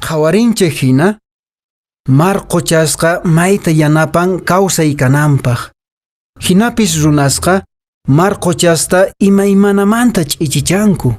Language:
Quechua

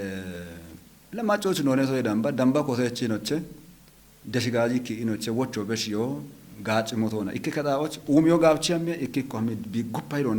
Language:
Kafa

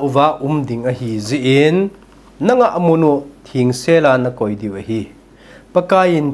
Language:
Thado Chin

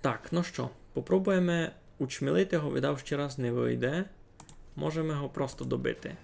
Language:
Rusyn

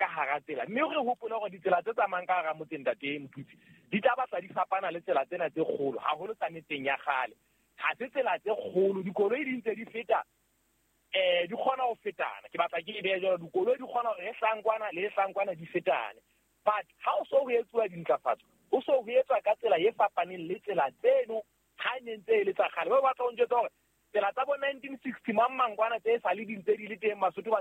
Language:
Southern Sotho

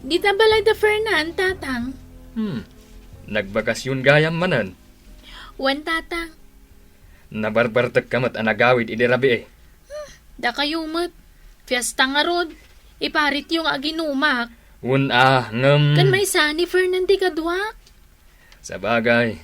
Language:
Iloko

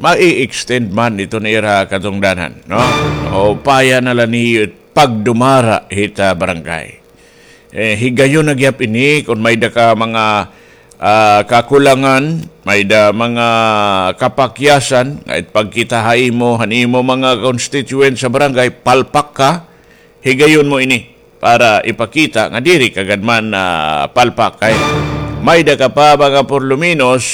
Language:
Waray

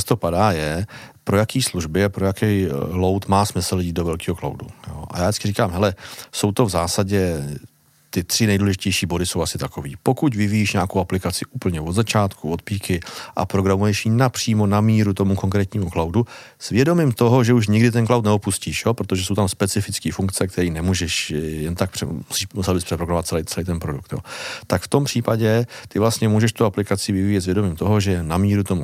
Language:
Czech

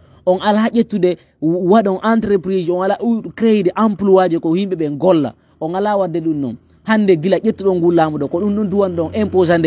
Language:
Fula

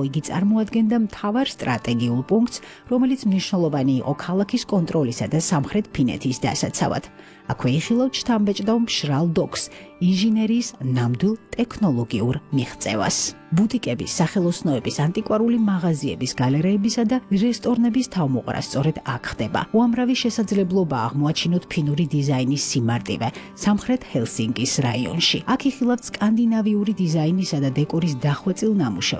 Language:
Georgian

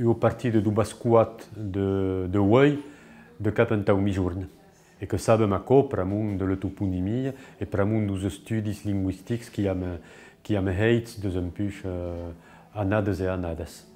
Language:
Occitan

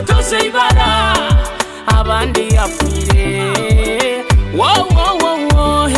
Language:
Nyoro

